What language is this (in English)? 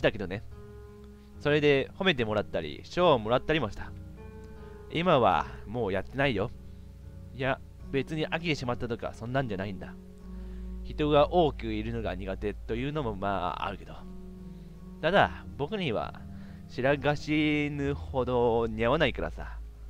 Japanese